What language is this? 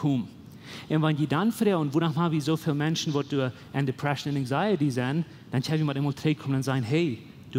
Plautdietsch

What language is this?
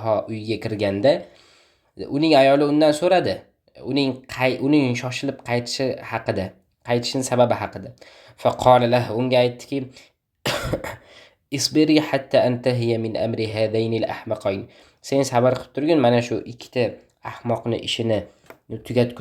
Uzbek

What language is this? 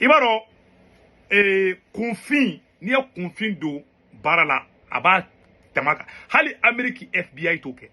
Bambara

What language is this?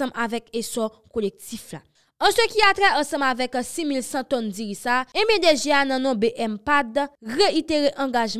Haitian Creole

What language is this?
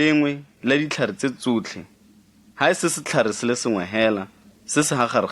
Tswana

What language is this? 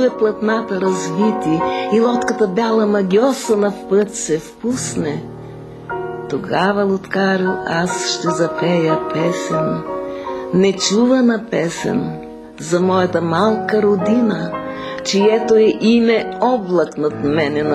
Bulgarian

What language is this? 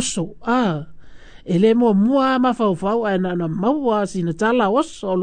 Samoan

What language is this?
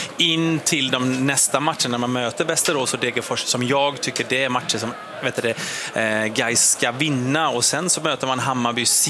Swedish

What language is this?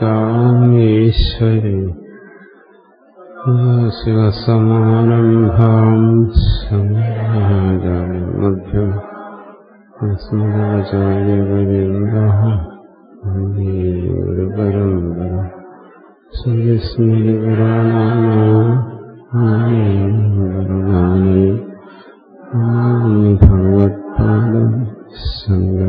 Malayalam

